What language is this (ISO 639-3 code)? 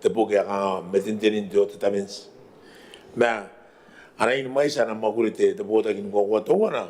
gil